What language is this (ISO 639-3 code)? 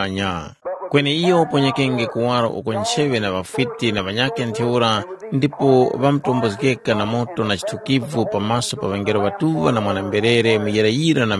tum